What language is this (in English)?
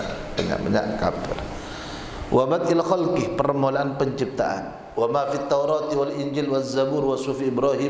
Madurese